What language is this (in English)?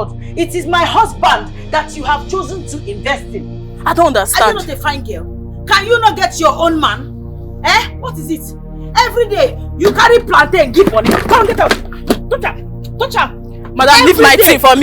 Nigerian Pidgin